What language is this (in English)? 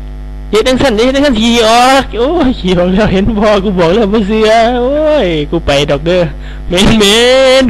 Northeastern Thai